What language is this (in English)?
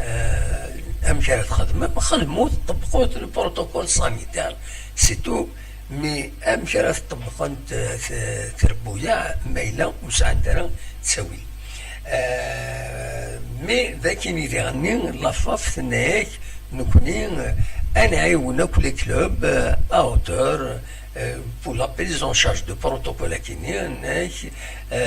Kabyle